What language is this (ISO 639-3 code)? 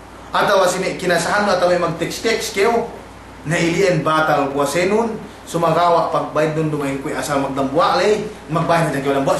yka